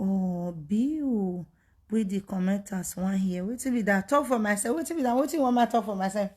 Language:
Nigerian Pidgin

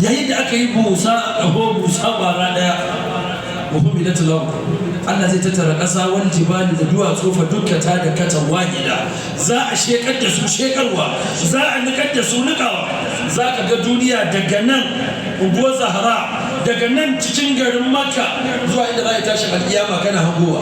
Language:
Hausa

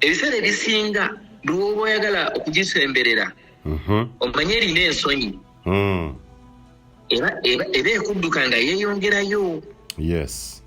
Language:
Ganda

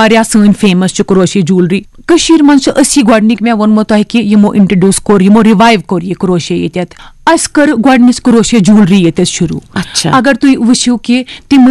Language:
Kashmiri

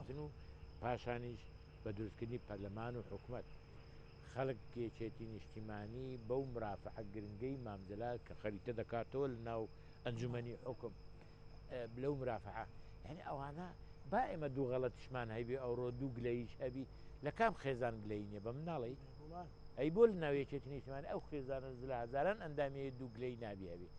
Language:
Central Kurdish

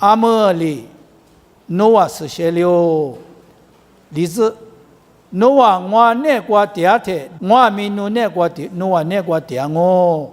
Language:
Lisu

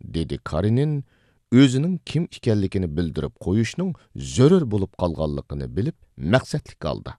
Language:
Uyghur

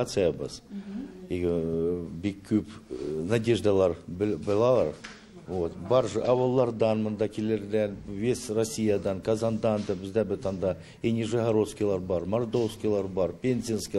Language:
Tatar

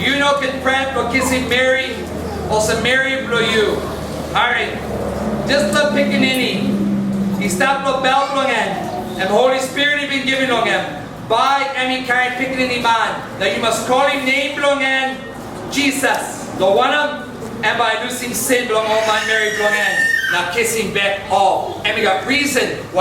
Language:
Tok Pisin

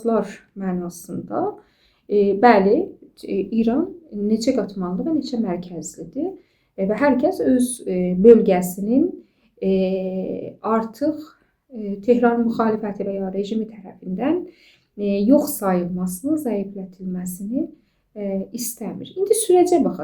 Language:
Azerbaijani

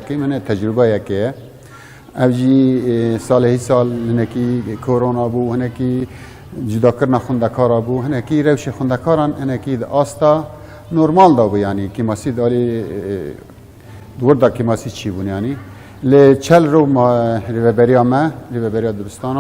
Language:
Kurdish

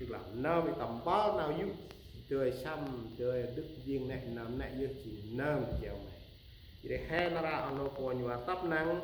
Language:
Central Mnong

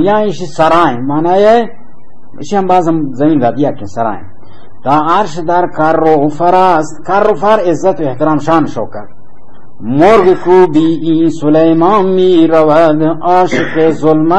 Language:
Baluchi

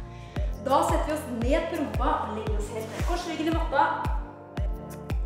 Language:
Norwegian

